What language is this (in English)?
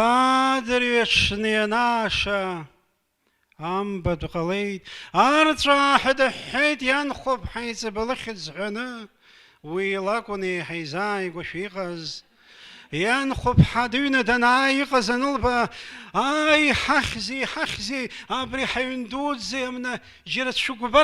Abkhazian